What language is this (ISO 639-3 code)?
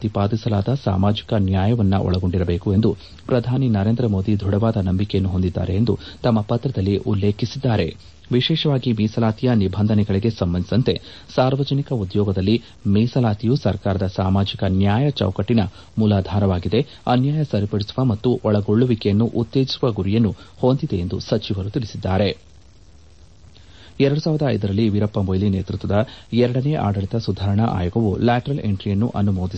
kan